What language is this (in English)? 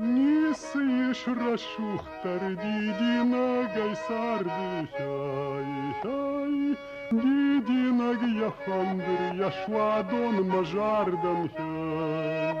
Ossetic